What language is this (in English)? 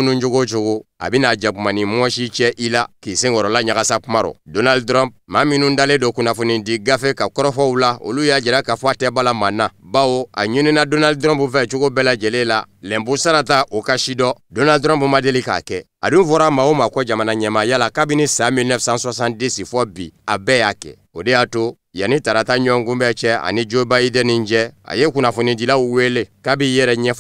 Bambara